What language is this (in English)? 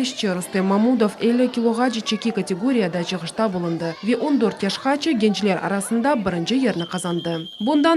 Crimean Tatar